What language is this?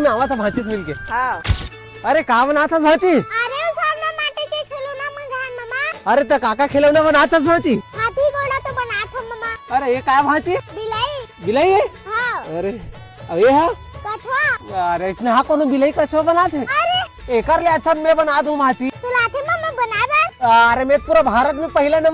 Chhattisgarhi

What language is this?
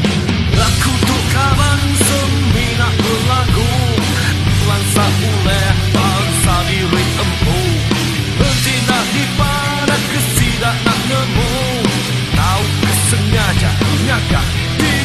Iban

